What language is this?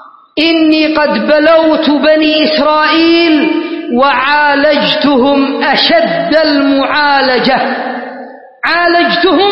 Arabic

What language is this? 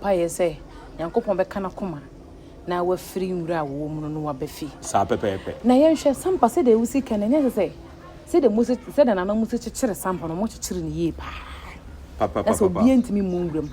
Akan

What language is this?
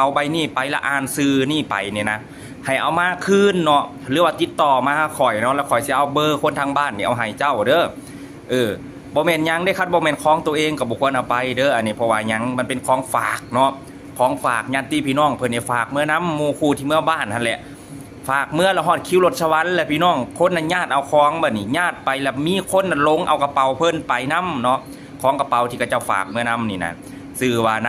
Lao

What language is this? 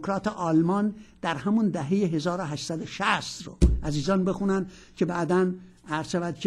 Persian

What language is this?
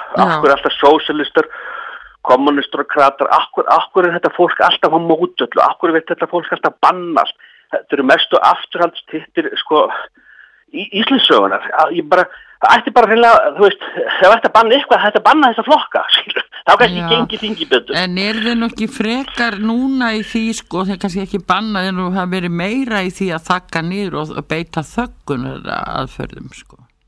Icelandic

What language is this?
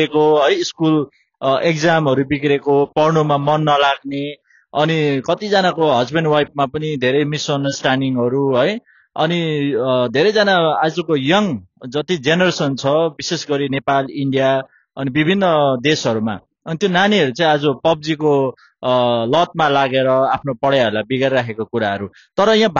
Nepali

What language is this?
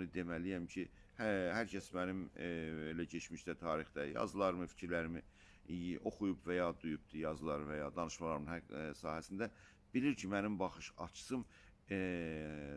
South Azerbaijani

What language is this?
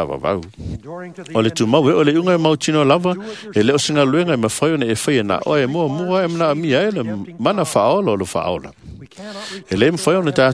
Samoan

